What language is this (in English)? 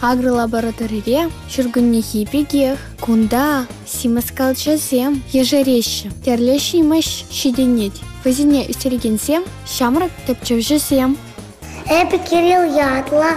Chuvash